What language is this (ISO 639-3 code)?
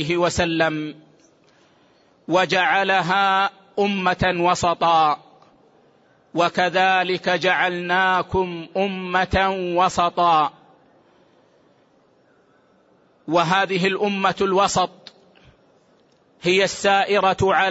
ara